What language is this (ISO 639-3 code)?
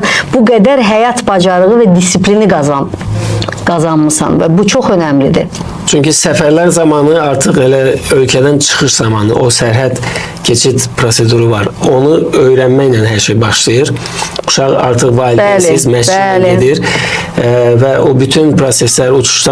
aze